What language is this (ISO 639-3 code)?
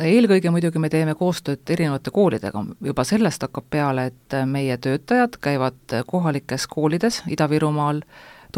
est